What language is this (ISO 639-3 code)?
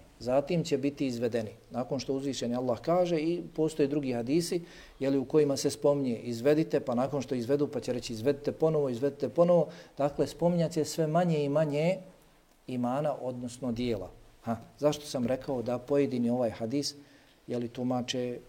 bos